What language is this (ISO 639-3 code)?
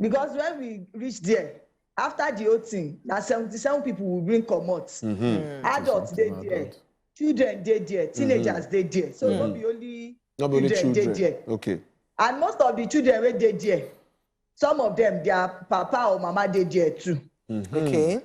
pcm